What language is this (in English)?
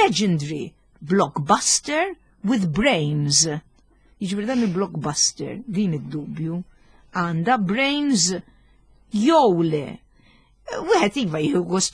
Maltese